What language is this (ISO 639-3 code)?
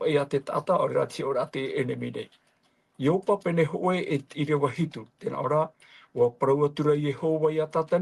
tah